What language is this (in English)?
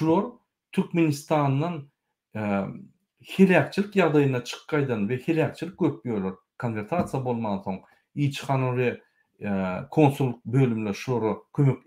Turkmen